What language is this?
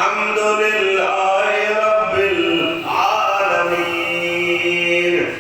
Saraiki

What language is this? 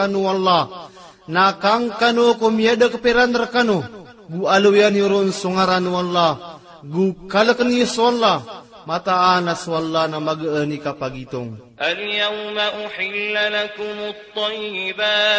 Maranao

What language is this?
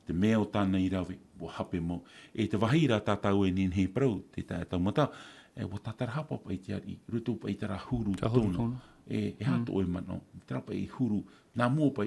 Tahitian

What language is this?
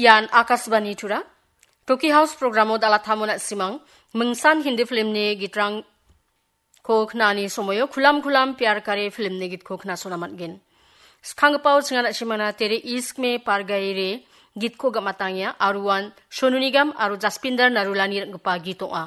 Garo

